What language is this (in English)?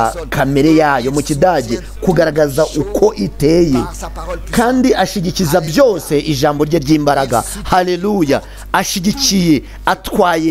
Kinyarwanda